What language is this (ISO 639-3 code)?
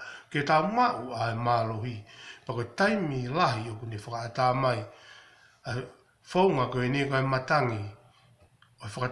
ton